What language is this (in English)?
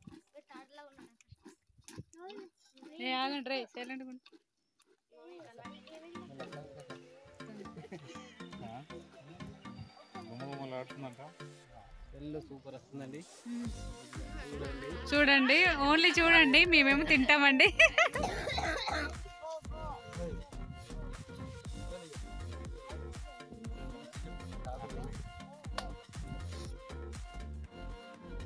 Telugu